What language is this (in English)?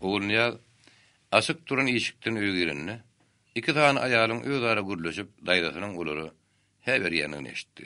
Turkmen